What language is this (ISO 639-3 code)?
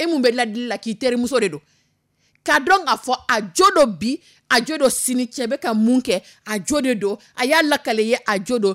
dyu